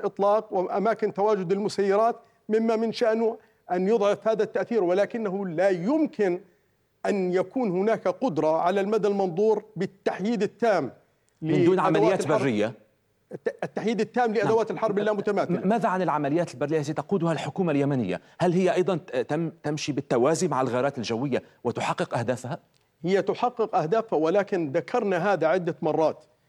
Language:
Arabic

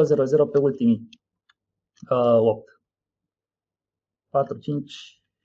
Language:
Romanian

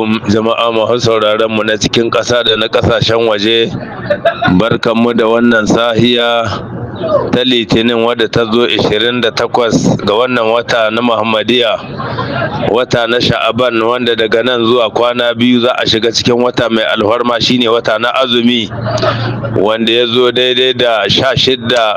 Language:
Hausa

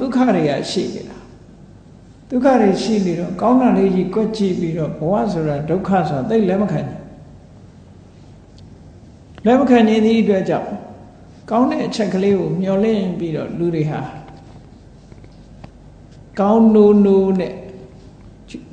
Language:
Burmese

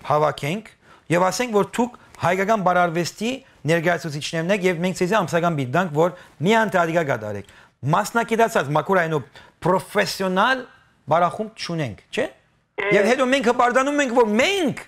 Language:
Western Armenian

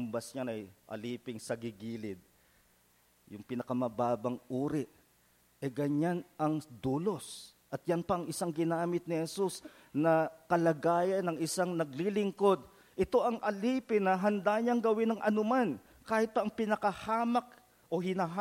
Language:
Filipino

